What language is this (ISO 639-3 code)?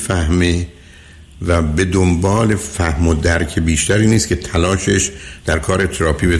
fas